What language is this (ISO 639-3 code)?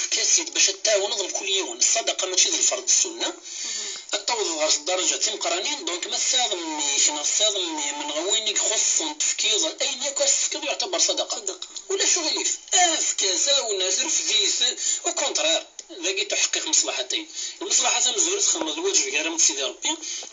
kab